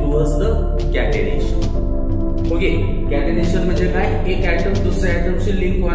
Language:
Marathi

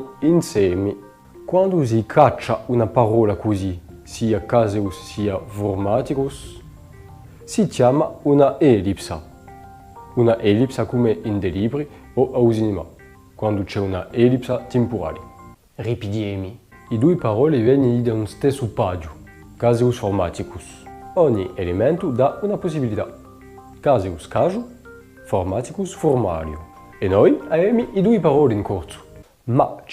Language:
Corsican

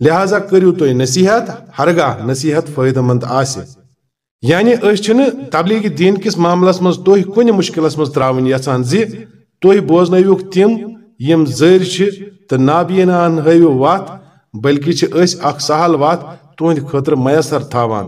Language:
Kashmiri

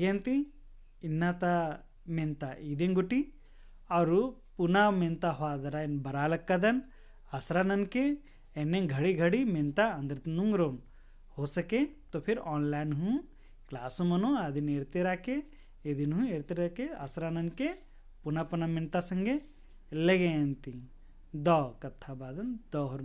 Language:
Kurukh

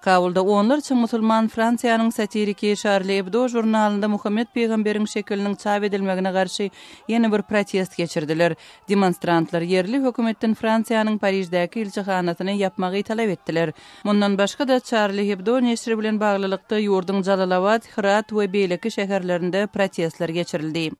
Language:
Turkmen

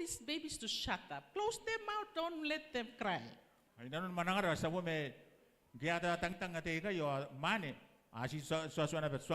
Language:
Gilbertese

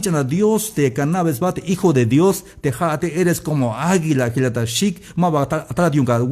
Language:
Tzeltal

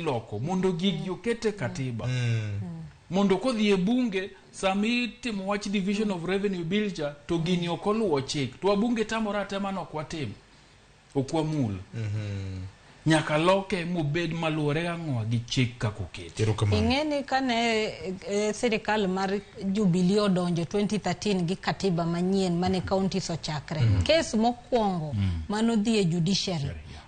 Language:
Luo (Kenya and Tanzania)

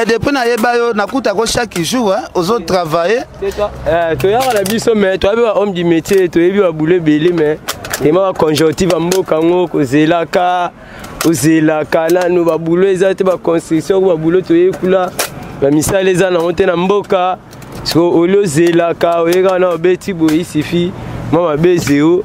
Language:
Lingala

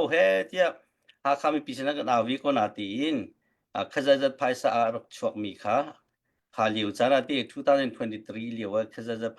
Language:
Hakha Chin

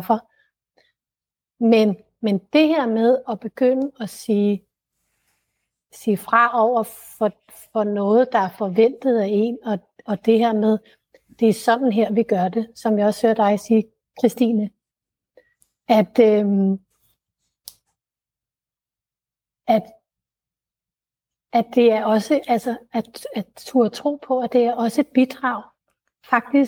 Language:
Danish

